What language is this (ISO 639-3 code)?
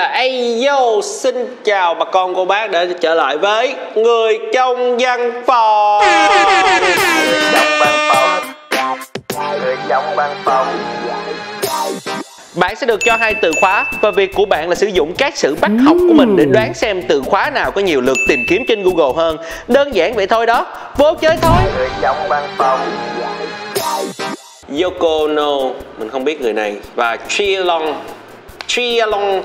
vie